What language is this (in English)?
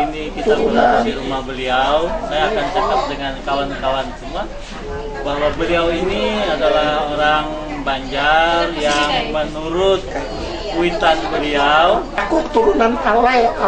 Banjar